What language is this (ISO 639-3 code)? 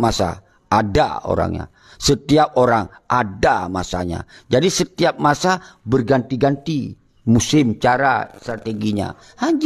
ace